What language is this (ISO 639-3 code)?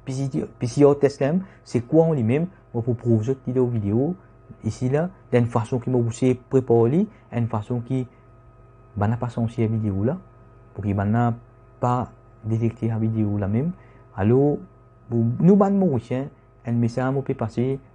mfe